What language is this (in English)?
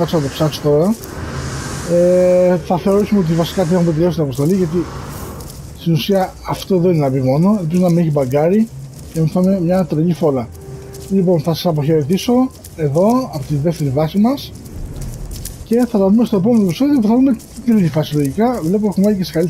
Greek